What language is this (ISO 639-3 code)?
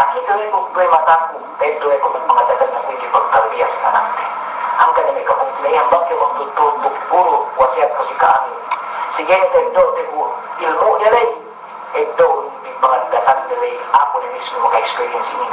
yka